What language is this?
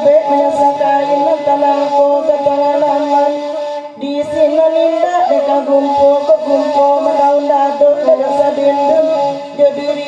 Minangkabau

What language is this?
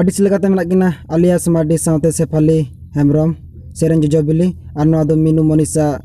Santali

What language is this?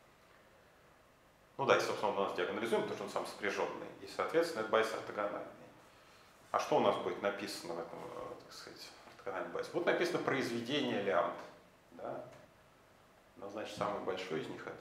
Russian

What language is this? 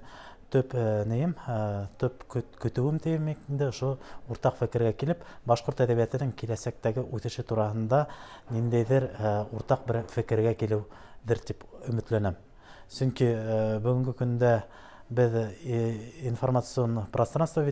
Bashkir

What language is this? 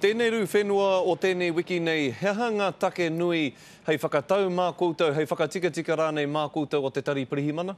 Māori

